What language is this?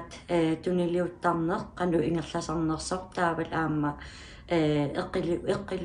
Kalaallisut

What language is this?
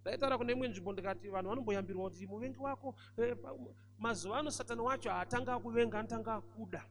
Shona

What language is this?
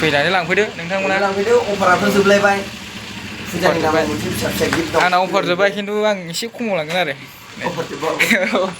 Bodo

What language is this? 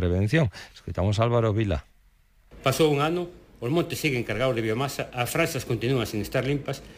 Galician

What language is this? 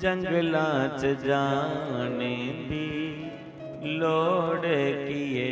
Dogri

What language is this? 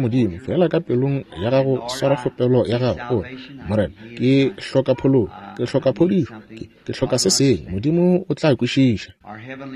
Northern Sotho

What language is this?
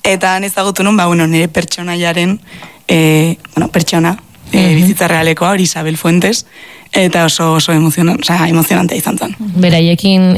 Basque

